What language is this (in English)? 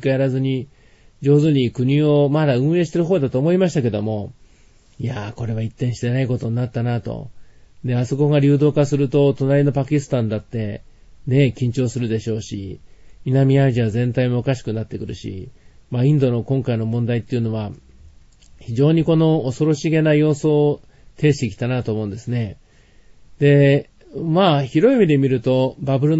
Japanese